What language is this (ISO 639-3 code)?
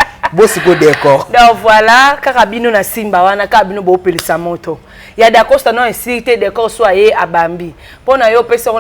lin